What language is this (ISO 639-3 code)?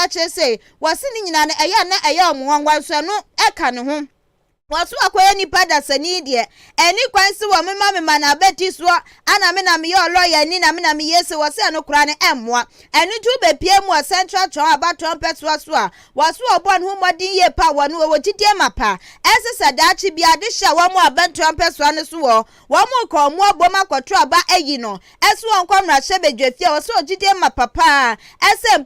aka